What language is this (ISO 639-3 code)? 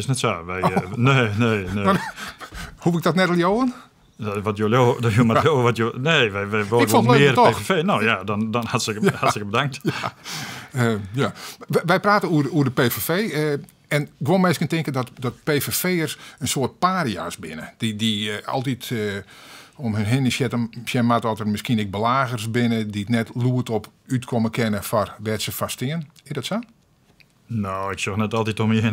fry